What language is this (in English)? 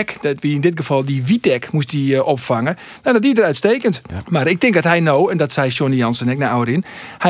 Western Frisian